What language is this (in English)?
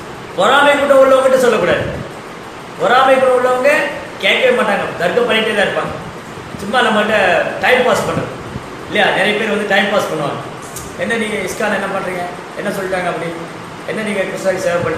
Tamil